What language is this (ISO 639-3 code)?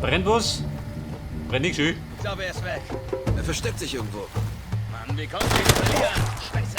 bar